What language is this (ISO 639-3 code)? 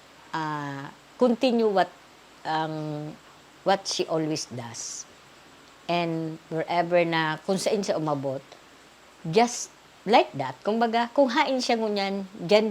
bik